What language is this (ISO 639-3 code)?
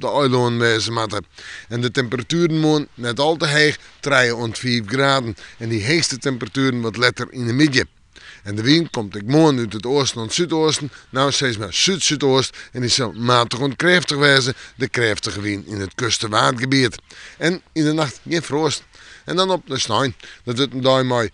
fry